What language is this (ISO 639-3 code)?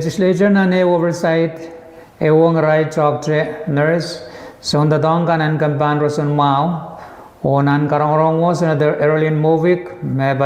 pon